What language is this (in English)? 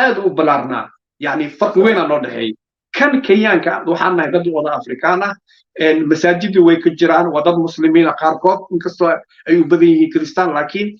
Somali